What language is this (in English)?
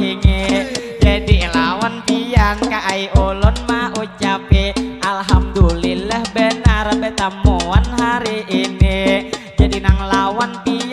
Banjar